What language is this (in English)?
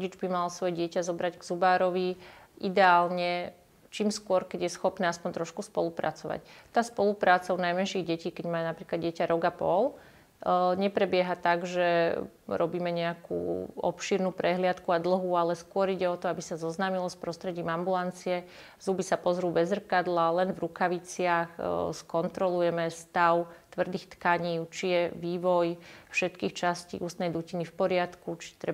Slovak